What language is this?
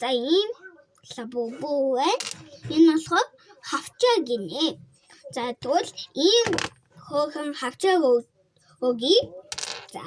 Mongolian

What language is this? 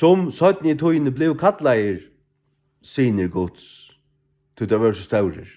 Faroese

